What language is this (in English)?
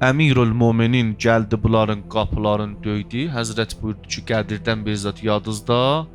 South Azerbaijani